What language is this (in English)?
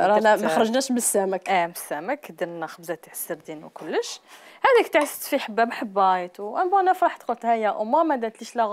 Algerian Arabic